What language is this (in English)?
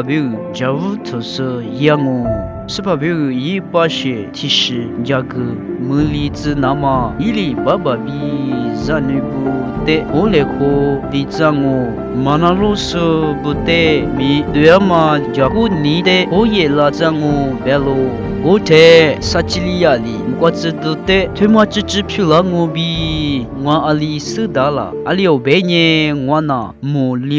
Lisu